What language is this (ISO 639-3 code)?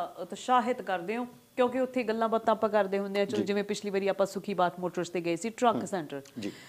pan